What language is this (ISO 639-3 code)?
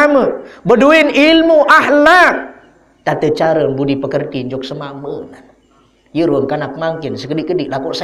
sas